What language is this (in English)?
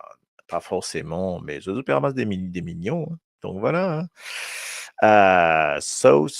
Morisyen